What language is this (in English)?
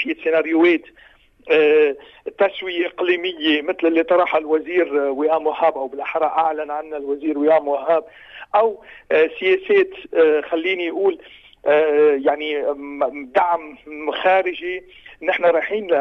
North Levantine Arabic